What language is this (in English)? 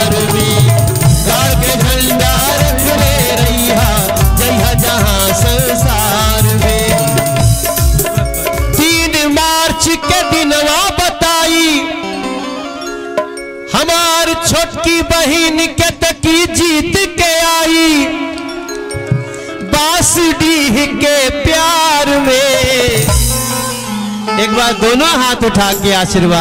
Bhojpuri